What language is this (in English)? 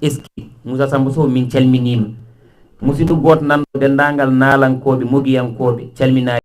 Fula